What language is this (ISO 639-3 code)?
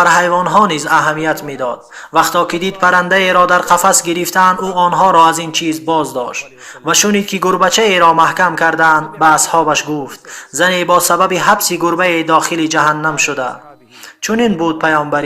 tgk